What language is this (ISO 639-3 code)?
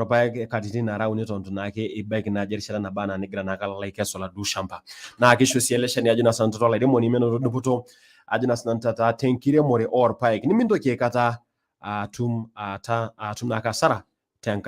mas